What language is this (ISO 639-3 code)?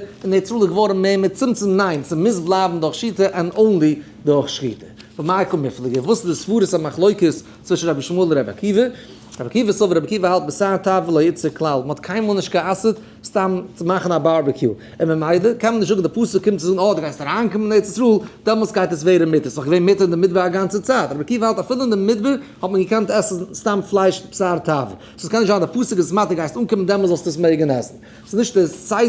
yid